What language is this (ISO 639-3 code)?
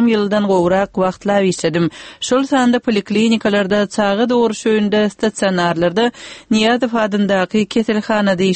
tuk